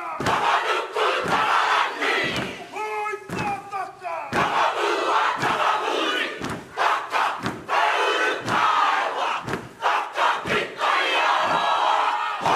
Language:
Māori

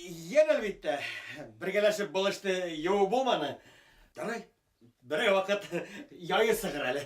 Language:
Bashkir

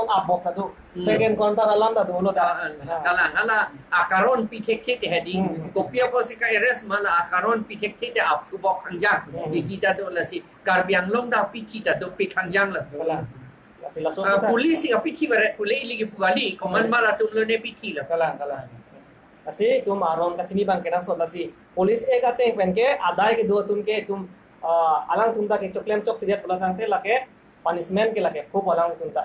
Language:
Karbi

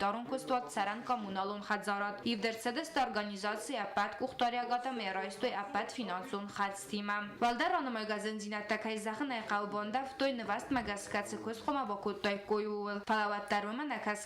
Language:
Ossetic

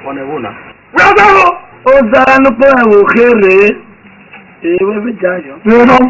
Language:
Esan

